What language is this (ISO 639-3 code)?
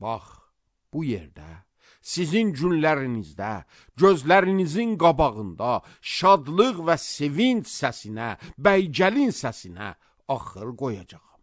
aze